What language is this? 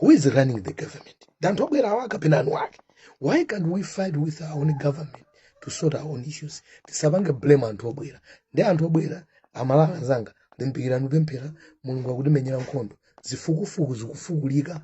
Nyanja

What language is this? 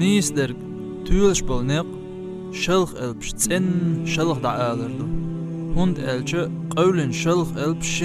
Chechen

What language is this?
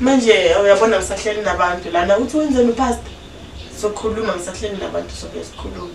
Zulu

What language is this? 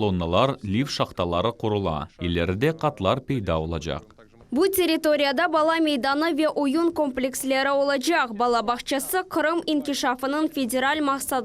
Crimean Tatar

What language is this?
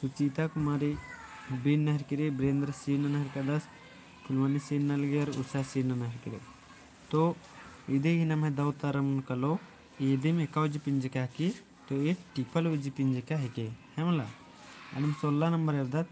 Kurukh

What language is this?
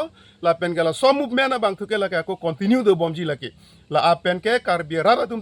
Karbi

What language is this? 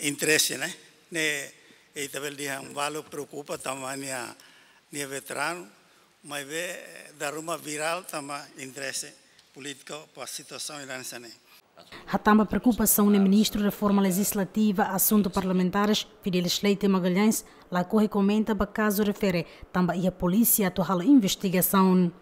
Tetum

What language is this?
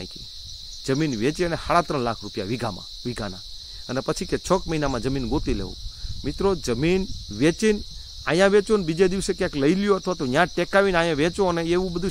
Gujarati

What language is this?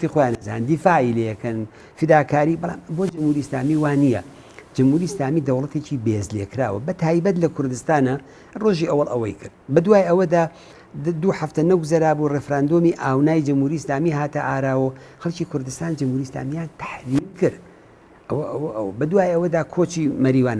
Central Kurdish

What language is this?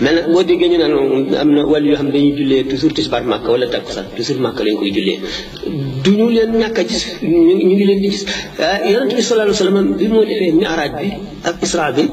Wolof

